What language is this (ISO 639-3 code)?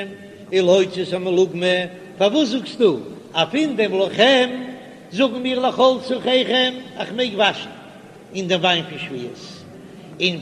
yid